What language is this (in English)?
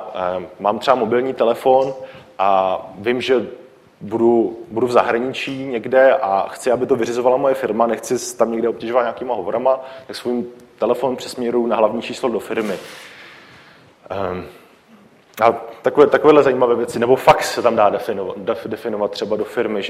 Czech